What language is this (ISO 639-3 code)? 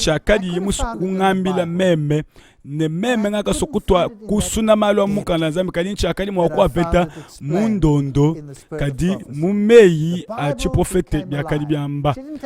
lua